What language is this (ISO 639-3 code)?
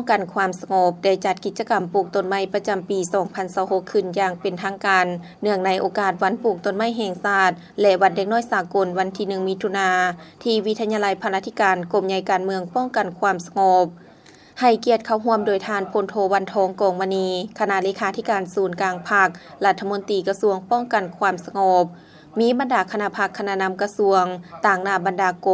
lao